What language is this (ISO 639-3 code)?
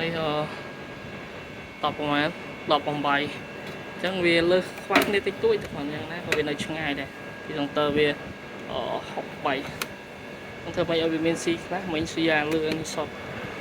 khm